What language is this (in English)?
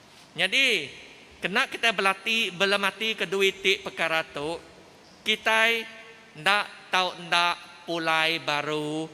Iban